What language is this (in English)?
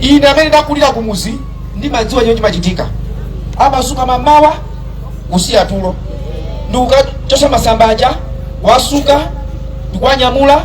Nyanja